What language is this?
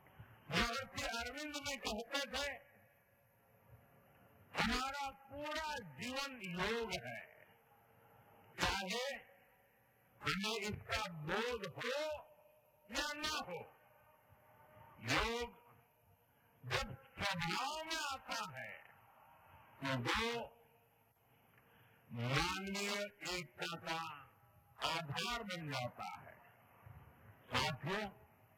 Hindi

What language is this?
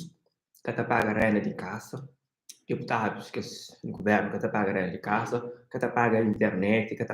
Kabuverdianu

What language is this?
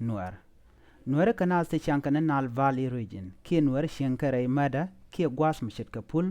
Nuer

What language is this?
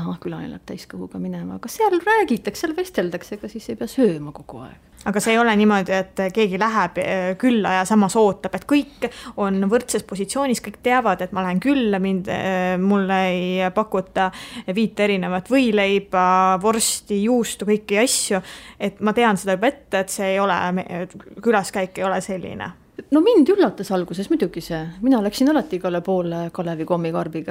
Estonian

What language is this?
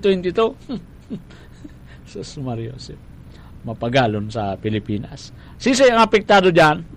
Bikol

